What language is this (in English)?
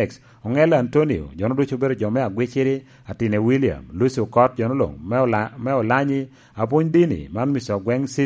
Lango (Uganda)